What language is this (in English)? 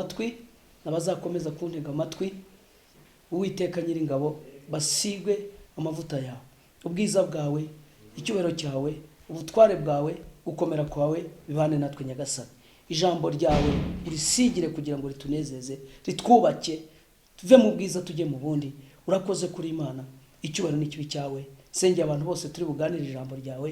Kinyarwanda